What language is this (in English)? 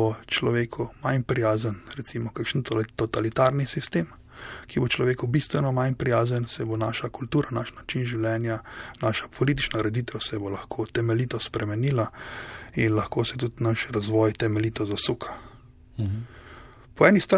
Slovenian